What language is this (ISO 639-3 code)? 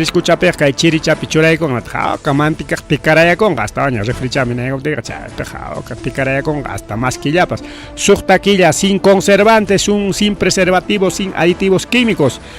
quy